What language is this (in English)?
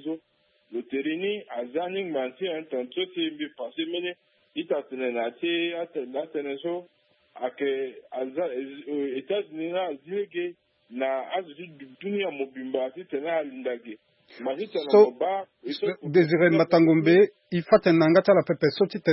Sango